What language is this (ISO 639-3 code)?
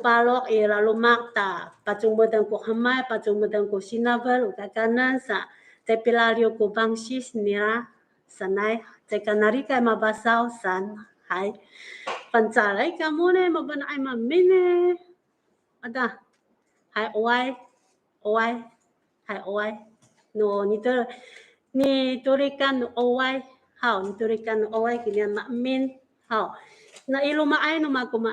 ami